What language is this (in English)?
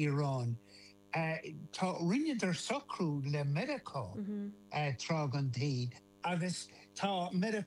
Irish